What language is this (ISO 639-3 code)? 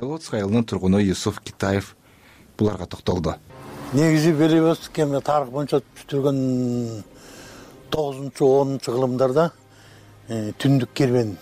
kir